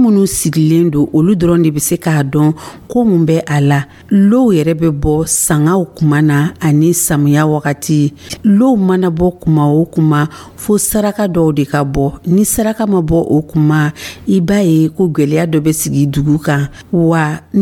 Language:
Dyula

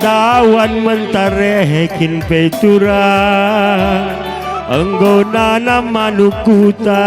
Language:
Batak Karo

